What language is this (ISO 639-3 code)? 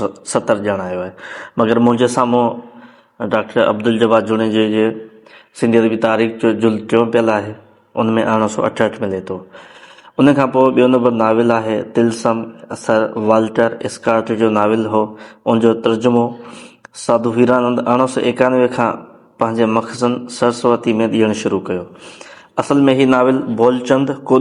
snd